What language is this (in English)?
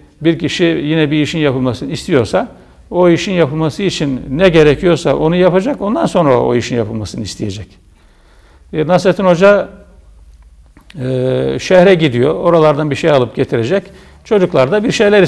Turkish